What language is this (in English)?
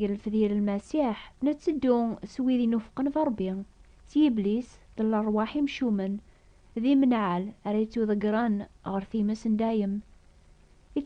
Kabyle